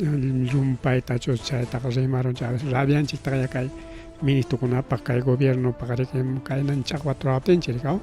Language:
Ayacucho Quechua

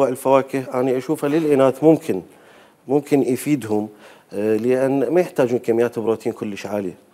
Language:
Mesopotamian Arabic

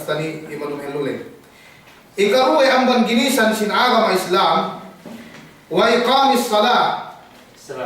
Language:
Yakan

